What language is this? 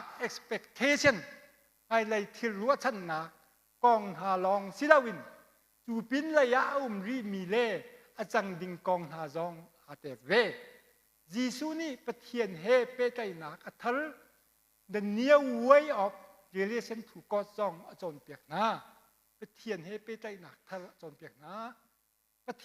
Hakha Chin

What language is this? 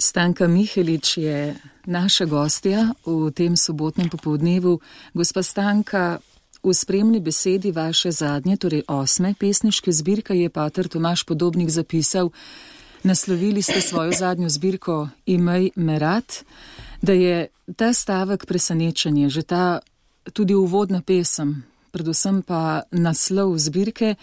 Slovenian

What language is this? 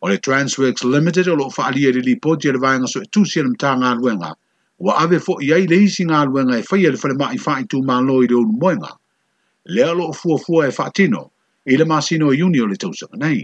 Samoan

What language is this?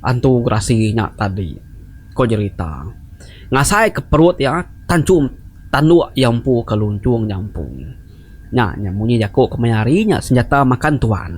Iban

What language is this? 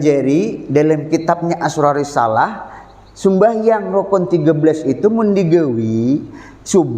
Banjar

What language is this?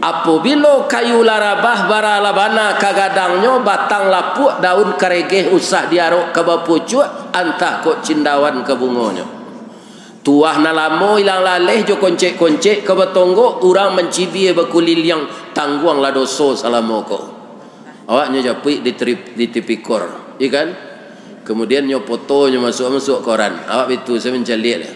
Minangkabau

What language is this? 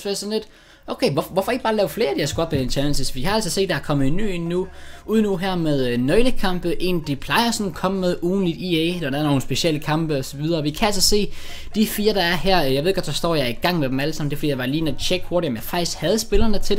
Danish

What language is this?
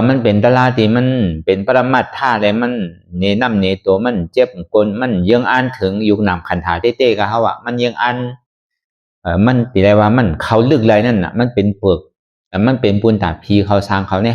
Shan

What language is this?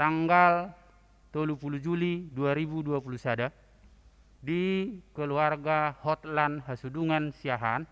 Batak Toba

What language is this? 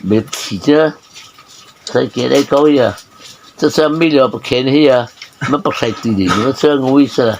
Mara Chin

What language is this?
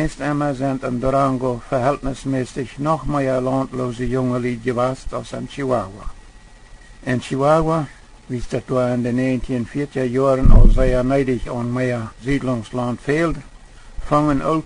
Plautdietsch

